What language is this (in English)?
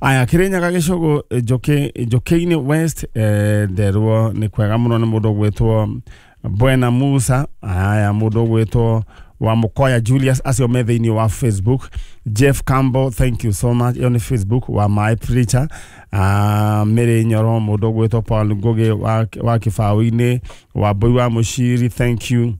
Kikuyu